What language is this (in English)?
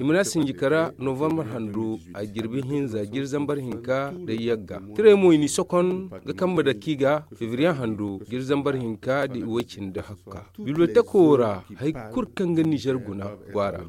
Zarma